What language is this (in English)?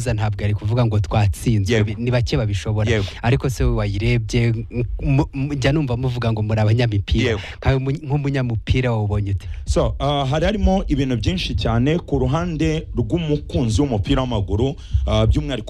Kinyarwanda